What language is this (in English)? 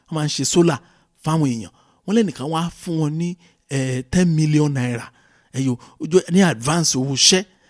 Yoruba